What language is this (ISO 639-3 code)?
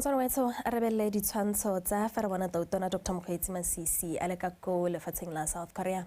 tsn